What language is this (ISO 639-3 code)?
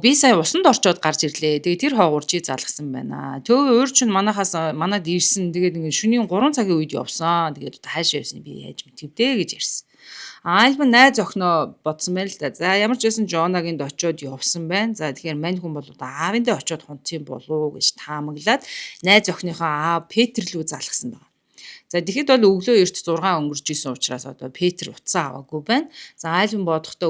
mon